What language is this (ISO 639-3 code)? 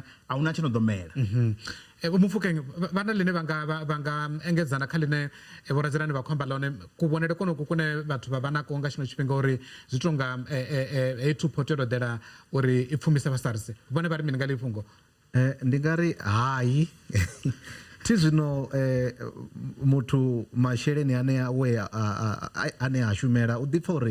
ven